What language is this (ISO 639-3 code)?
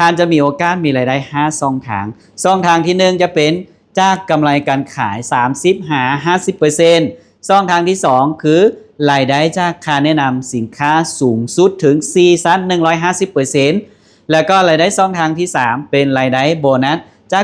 lao